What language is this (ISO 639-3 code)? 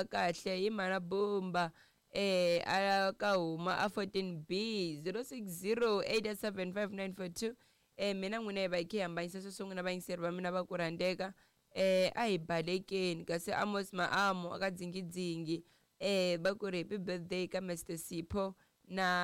tso